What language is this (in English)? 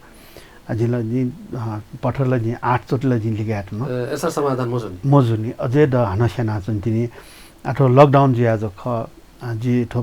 Newari